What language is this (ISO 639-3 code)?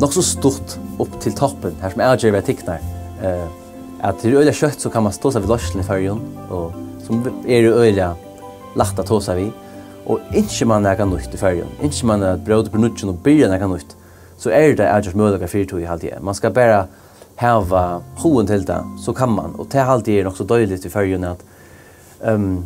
fao